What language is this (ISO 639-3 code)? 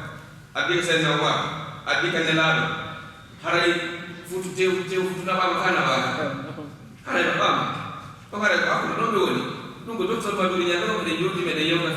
ful